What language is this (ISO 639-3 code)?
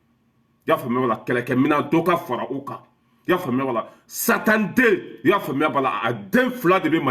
bam